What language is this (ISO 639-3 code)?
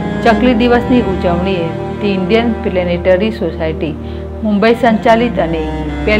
guj